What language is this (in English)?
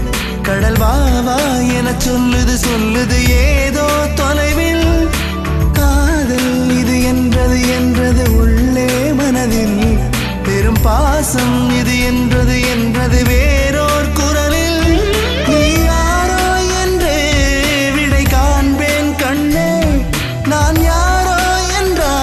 Tamil